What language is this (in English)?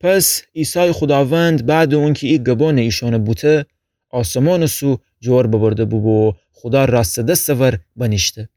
Gilaki